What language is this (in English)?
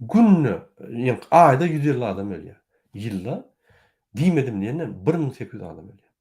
Turkmen